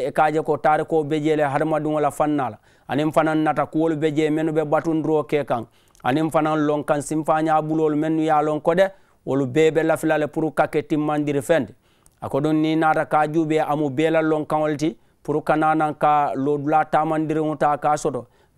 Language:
Mandingo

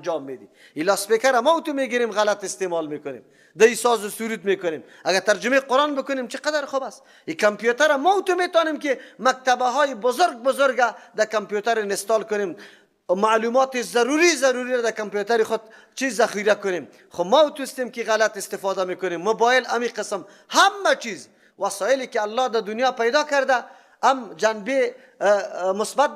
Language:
Persian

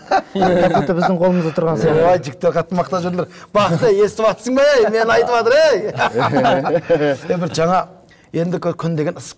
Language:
Kazakh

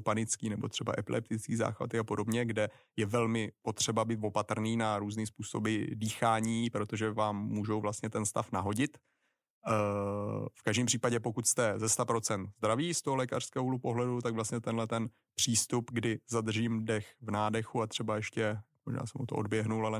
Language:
Czech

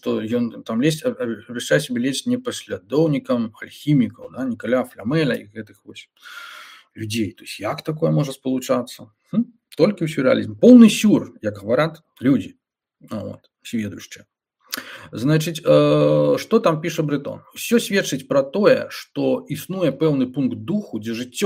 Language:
Belarusian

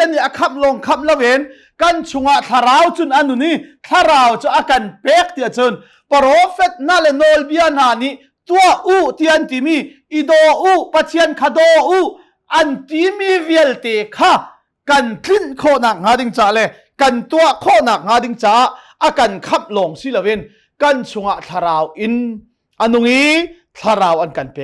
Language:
Hakha Chin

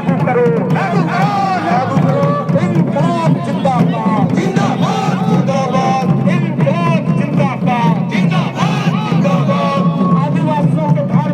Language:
Santali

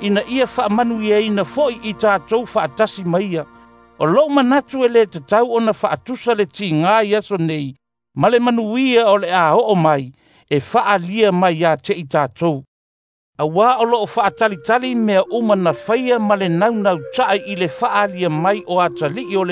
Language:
Samoan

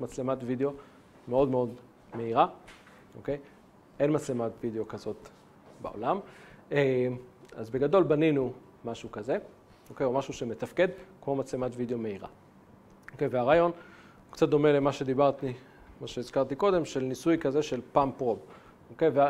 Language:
Hebrew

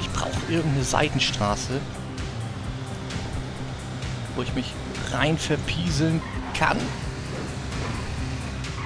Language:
German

